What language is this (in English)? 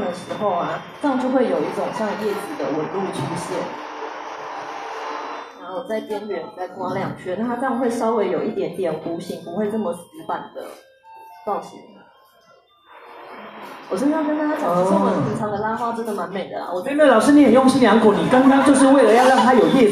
Chinese